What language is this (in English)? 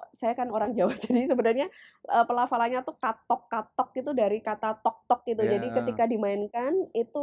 Indonesian